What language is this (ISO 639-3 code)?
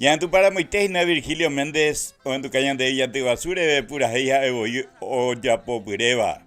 grn